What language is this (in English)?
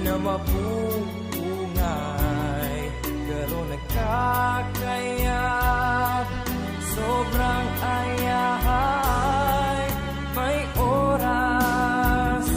Bikol